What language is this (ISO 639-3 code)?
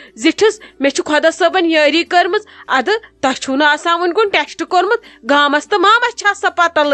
kas